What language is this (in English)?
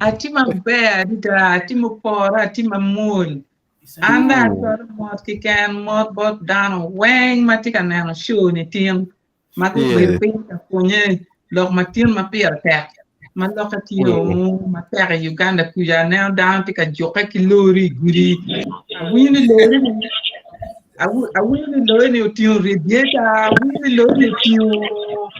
Acoli